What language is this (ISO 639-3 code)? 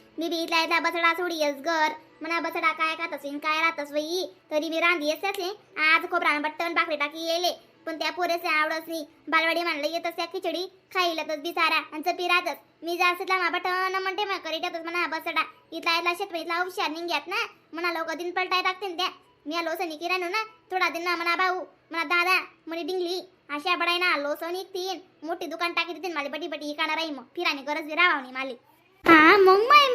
khn